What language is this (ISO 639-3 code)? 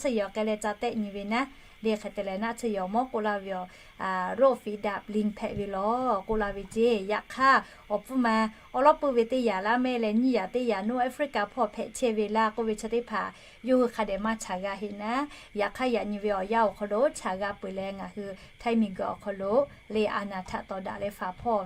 lhu